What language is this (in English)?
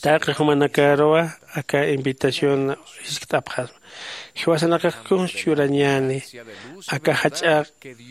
Aymara